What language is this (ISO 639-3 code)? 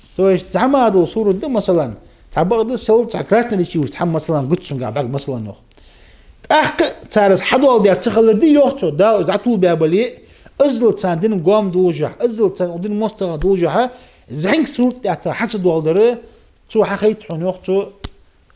inh